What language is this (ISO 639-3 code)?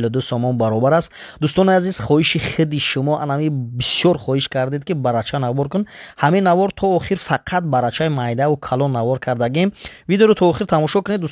tgk